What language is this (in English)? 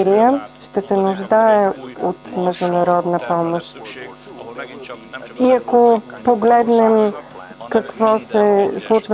Bulgarian